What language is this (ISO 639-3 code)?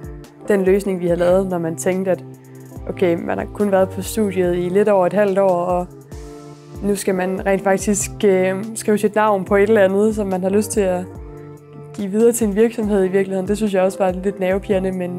dan